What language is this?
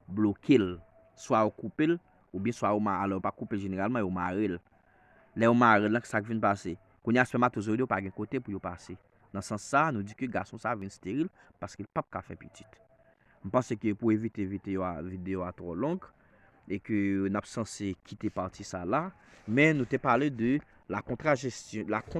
Haitian Creole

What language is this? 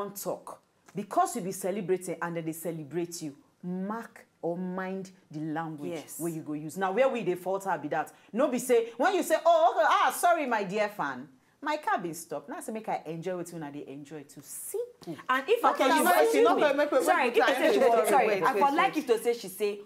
Nigerian Pidgin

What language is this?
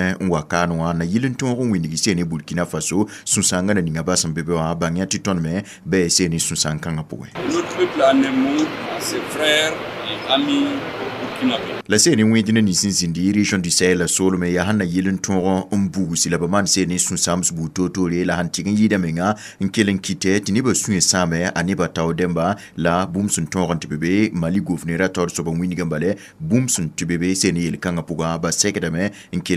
Mossi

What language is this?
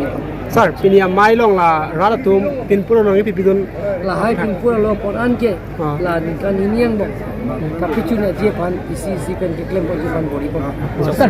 Karbi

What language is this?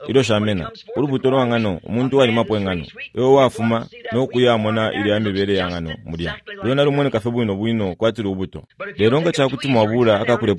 Bemba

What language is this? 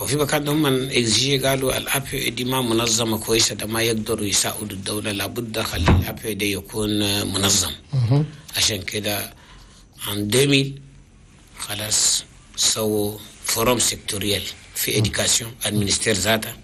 Chadian Arabic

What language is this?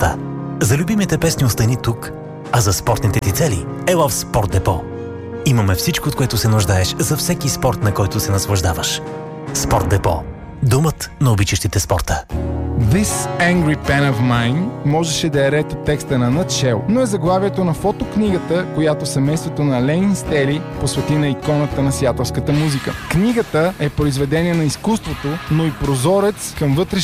Bulgarian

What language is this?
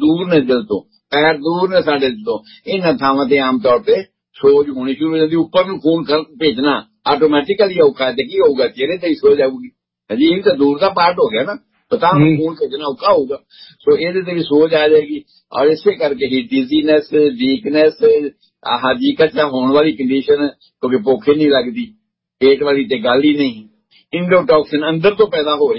Punjabi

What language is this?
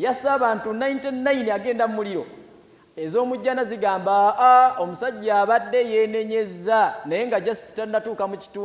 Ganda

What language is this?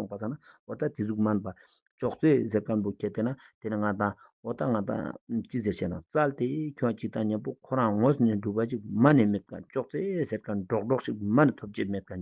Ladakhi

